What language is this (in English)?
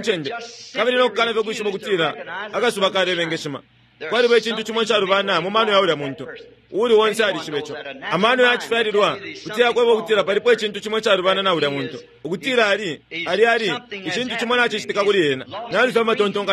Bemba